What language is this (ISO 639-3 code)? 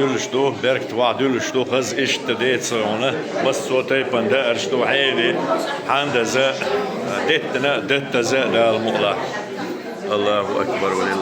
che